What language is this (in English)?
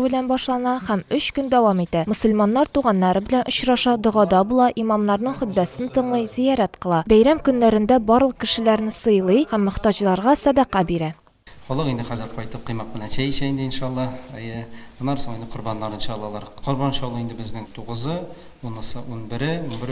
Tatar